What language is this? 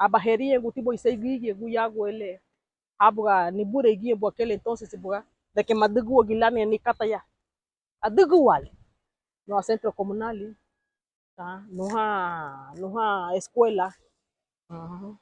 Garifuna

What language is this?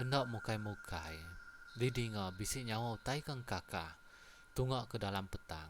Iban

